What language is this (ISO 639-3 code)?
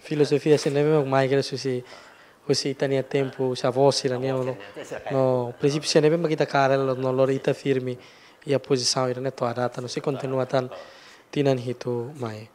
tet